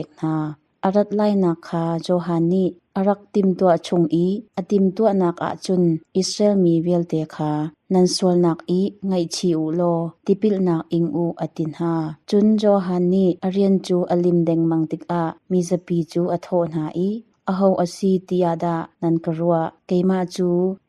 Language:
Hakha Chin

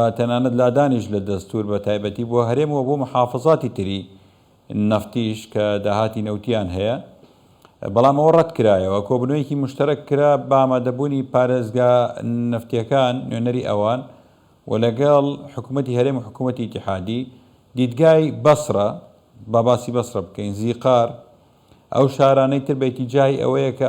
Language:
Central Kurdish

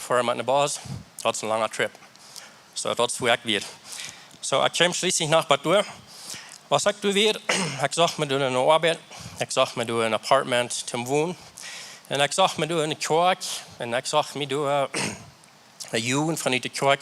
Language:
Plautdietsch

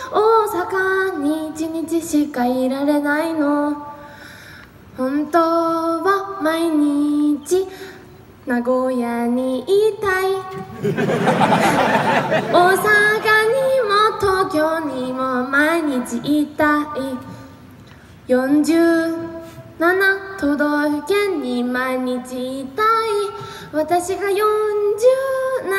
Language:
Japanese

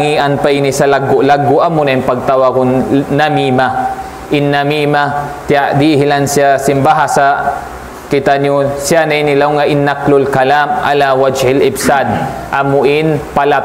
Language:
Tausug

